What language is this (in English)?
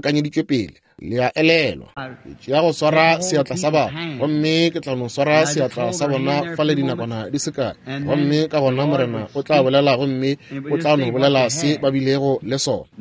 Northern Sotho